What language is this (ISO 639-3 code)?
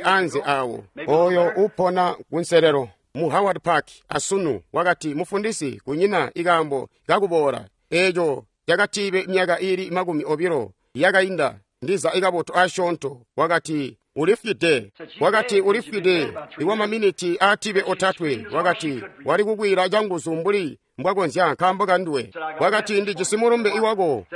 toi